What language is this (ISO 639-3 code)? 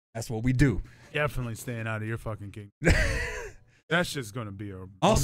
eng